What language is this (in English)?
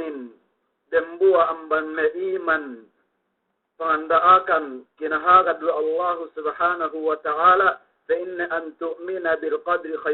Yakan